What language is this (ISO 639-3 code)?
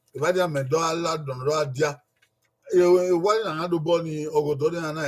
bin